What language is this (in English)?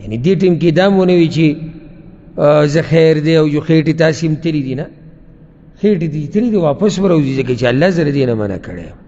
Pashto